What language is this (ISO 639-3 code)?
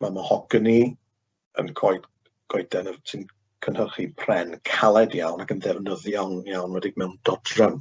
cym